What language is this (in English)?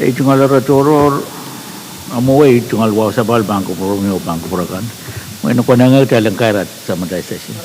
Pohnpeian